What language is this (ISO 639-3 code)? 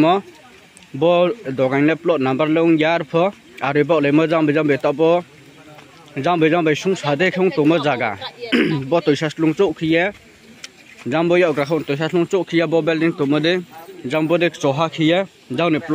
ria